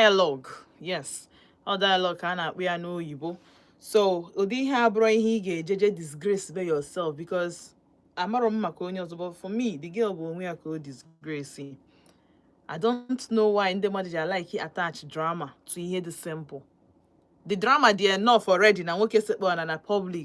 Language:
Igbo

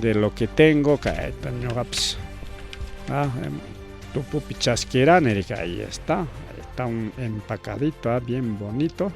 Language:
Ayacucho Quechua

